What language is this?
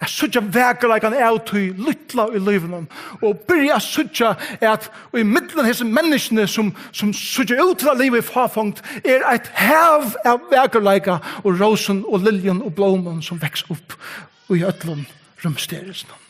Faroese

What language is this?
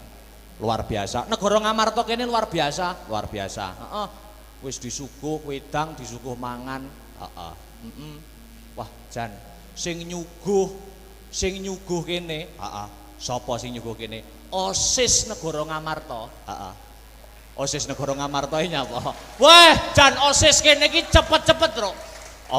Javanese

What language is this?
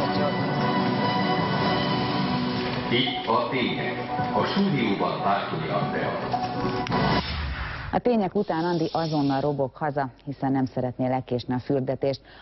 Hungarian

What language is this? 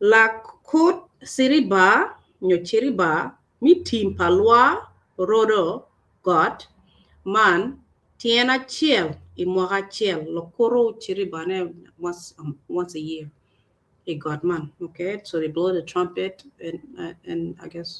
Acoli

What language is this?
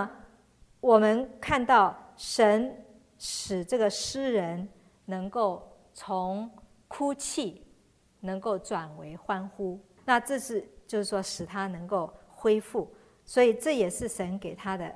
Chinese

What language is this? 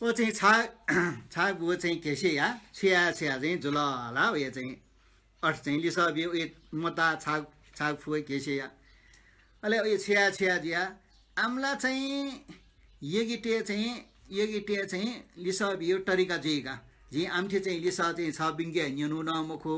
Newari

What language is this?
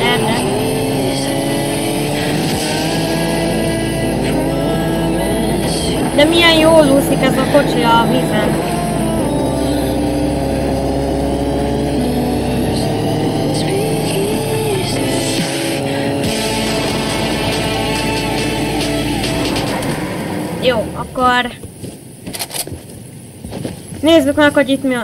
Hungarian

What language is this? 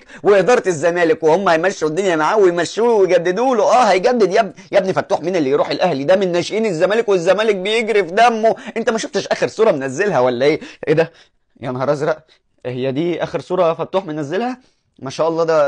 Egyptian Arabic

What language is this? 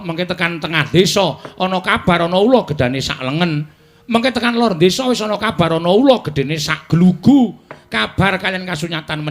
Javanese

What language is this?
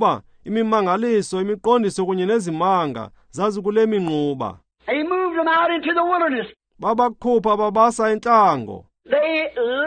Xhosa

